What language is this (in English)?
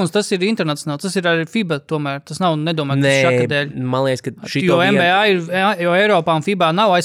Latvian